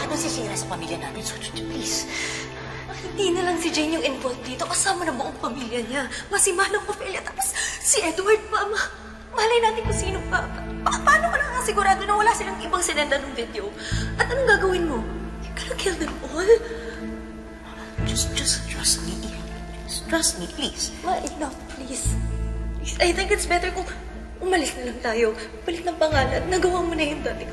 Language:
Filipino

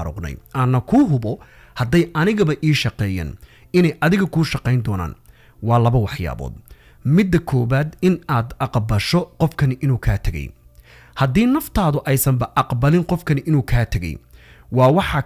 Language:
Somali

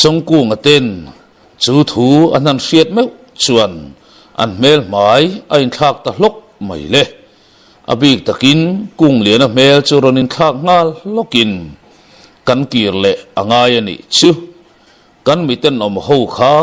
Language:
Mizo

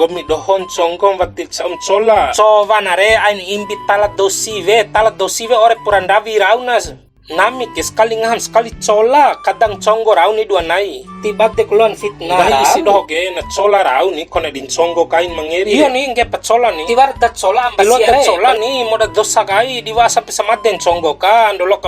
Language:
Bima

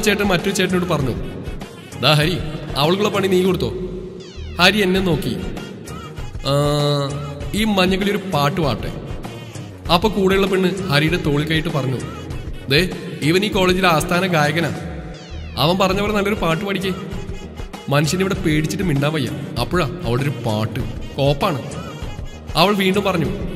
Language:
Malayalam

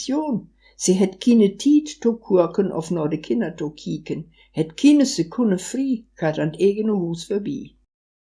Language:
Westphalien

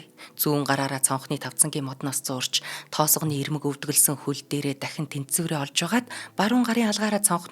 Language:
Mongolian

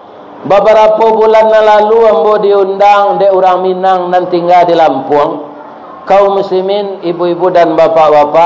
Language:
Minangkabau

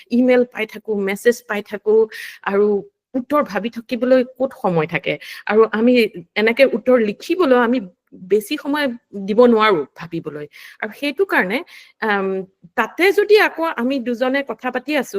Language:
Assamese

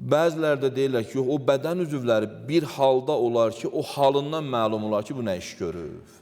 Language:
Azerbaijani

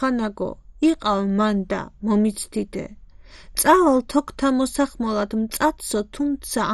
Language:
Georgian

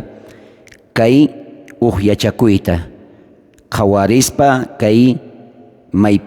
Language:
South Bolivian Quechua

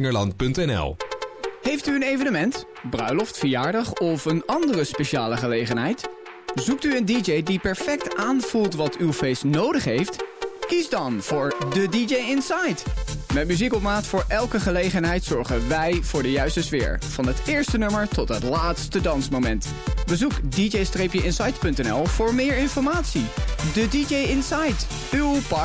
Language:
Dutch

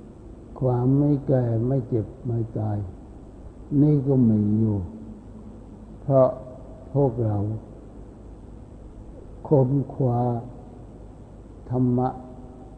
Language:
Thai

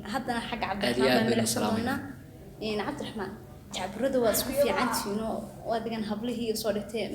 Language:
Somali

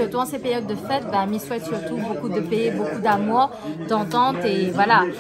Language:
Réunion Creole French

